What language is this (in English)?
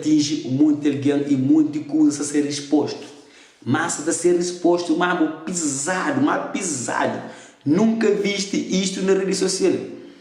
Kabuverdianu